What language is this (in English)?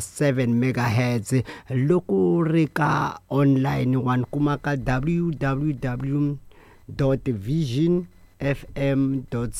Tsonga